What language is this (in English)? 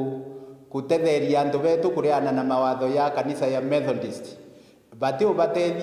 Meru